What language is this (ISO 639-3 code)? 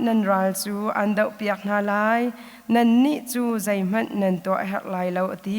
cnh